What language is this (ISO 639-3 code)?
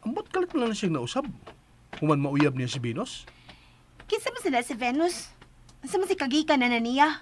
ceb